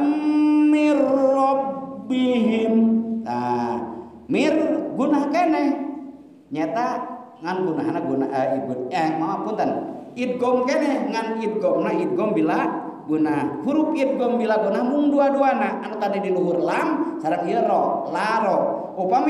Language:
Sundanese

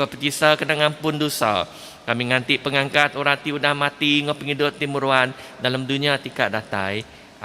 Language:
Iban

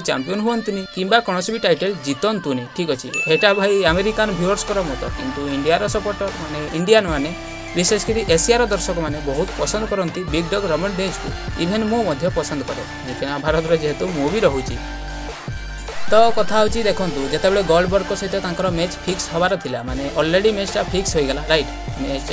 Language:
Odia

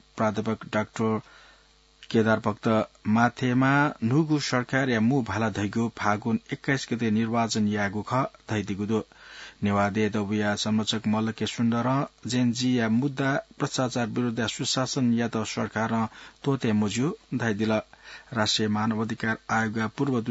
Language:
Newari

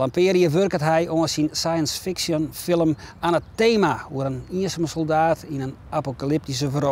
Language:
Western Frisian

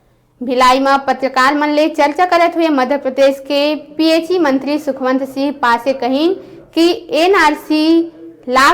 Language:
Chhattisgarhi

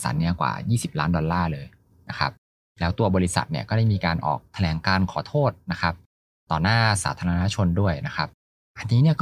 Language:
Thai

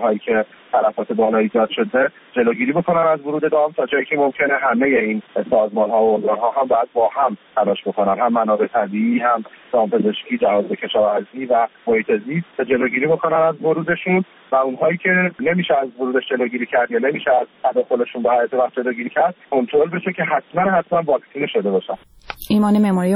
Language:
Persian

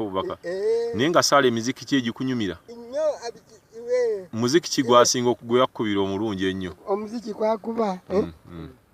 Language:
Ganda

